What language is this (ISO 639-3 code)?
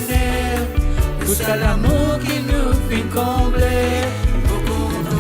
mfe